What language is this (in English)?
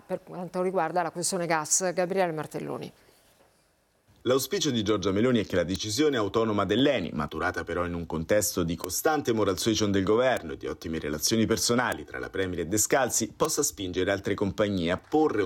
Italian